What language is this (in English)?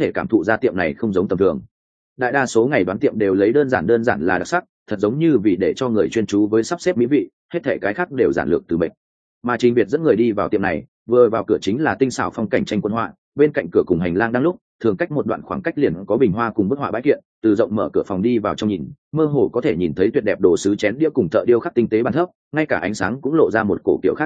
Vietnamese